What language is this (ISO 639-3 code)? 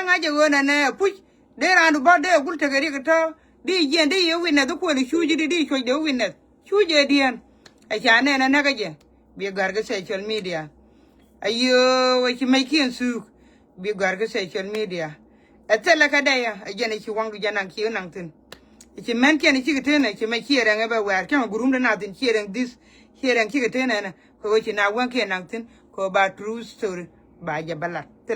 nus